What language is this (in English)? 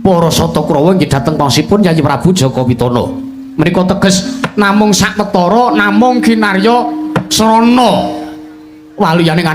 Javanese